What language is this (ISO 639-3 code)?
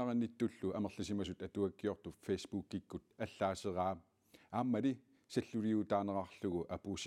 kal